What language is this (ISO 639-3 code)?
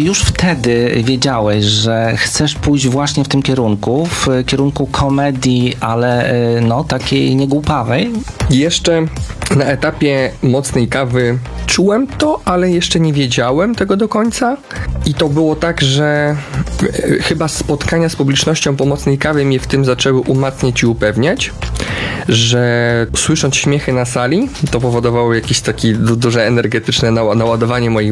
pol